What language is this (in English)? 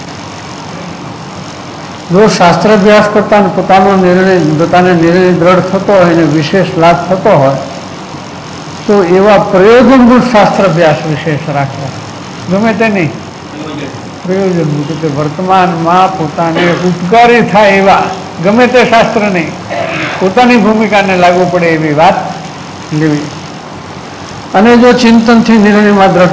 Gujarati